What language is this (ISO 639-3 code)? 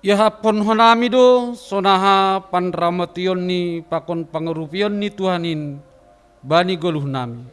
bts